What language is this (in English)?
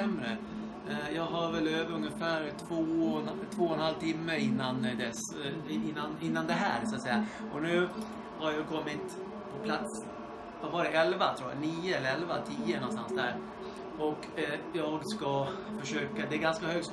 Swedish